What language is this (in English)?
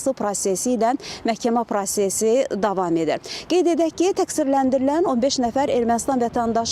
Azerbaijani